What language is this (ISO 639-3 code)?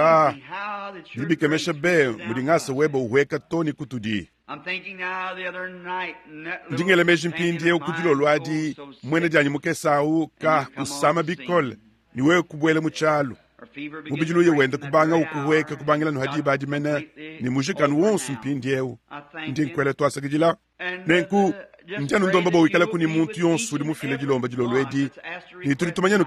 lua